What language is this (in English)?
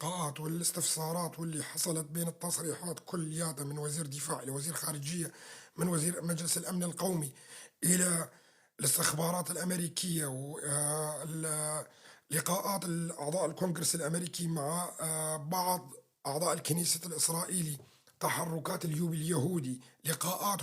North Levantine Arabic